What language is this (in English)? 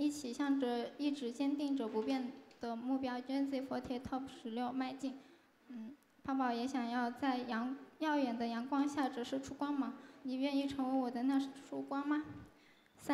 Chinese